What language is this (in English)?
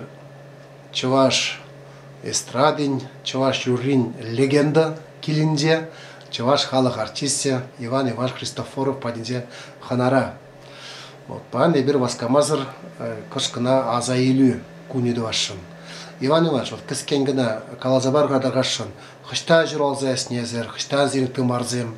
Chuvash